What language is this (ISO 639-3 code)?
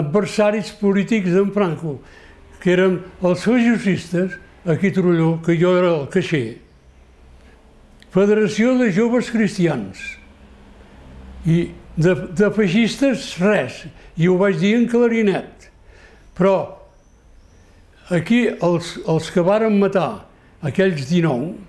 cat